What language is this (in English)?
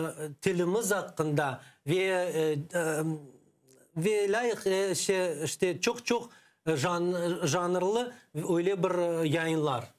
Crimean Tatar